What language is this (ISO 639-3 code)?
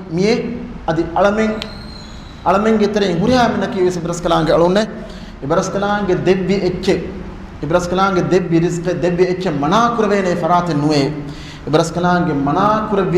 div